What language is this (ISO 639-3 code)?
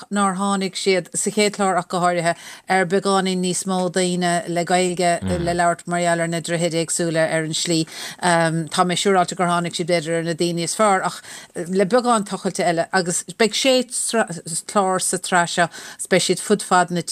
gle